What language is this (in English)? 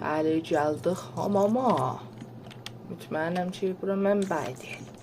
South Azerbaijani